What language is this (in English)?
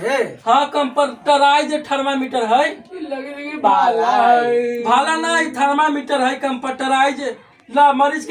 Magahi